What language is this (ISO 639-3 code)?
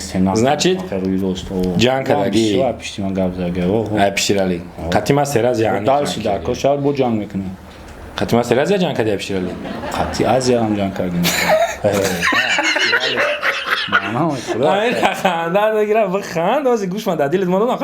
tgk